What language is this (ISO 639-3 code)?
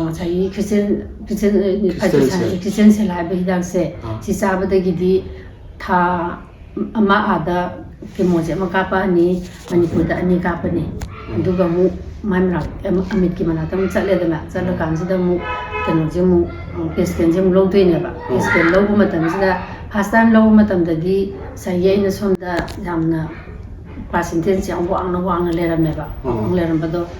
mni